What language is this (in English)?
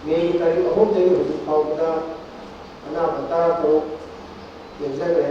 Manipuri